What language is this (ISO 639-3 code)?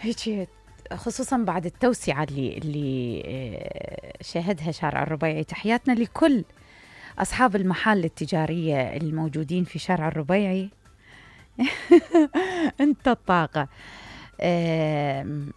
acm